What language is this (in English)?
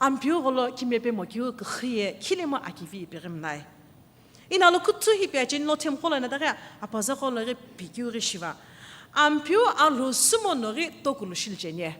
Sumi Naga